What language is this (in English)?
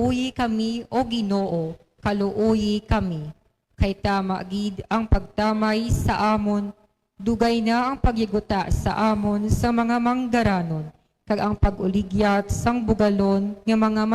Hiligaynon